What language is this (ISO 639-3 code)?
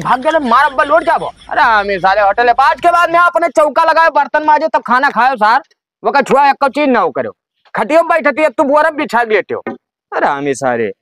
awa